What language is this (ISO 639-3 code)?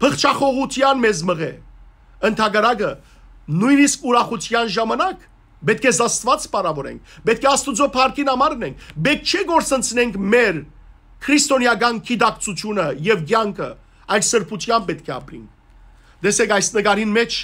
hyw